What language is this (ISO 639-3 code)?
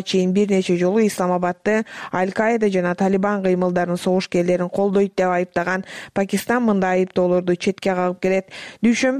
kir